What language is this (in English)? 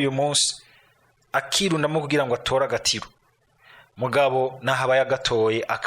Rundi